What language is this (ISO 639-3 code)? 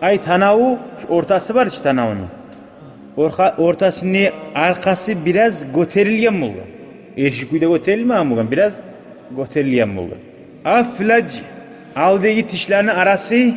kum